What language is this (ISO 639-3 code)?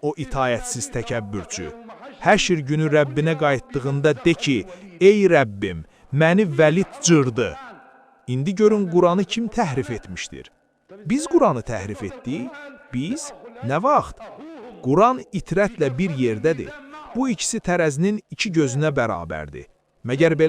aze